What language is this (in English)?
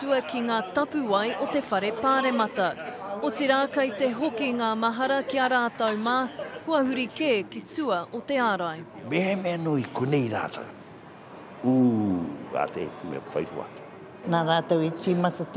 Māori